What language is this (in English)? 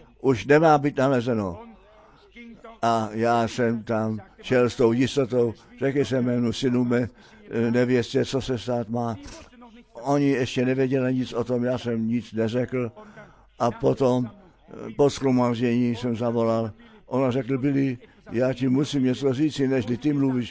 Czech